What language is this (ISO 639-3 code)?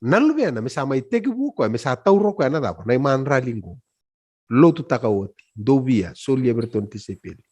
fij